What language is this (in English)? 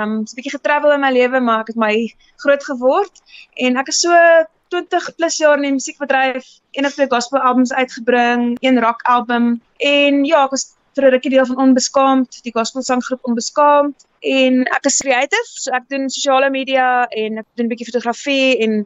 Afrikaans